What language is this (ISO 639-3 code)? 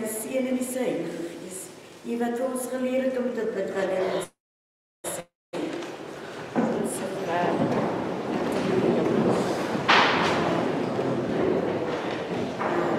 afr